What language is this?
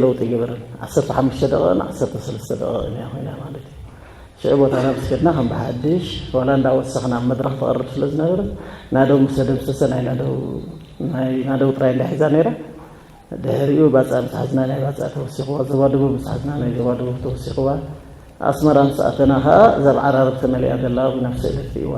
Tigrinya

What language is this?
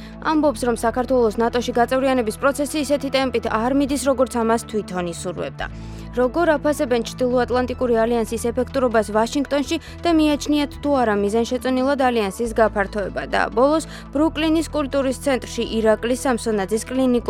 Georgian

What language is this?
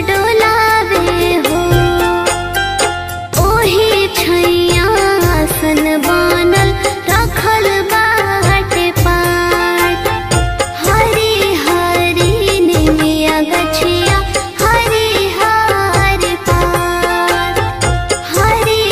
Bhojpuri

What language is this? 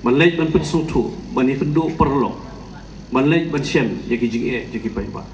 Khasi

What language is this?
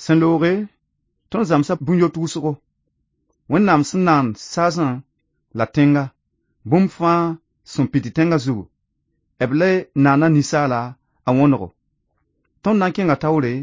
Mossi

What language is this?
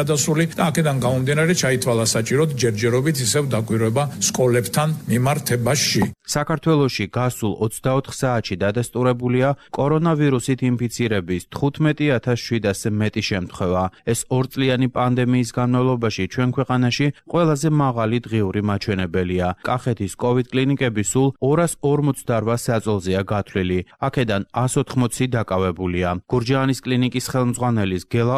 Georgian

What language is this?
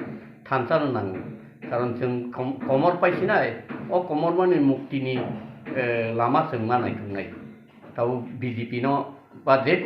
Kok Borok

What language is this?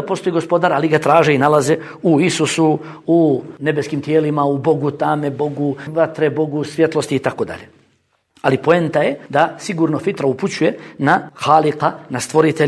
Bosnian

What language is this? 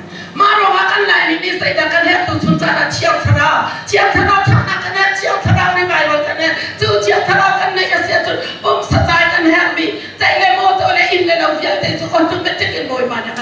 Hakha Chin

